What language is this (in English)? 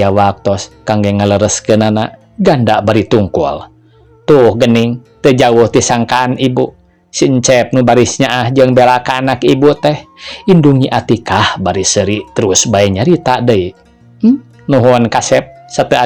Sundanese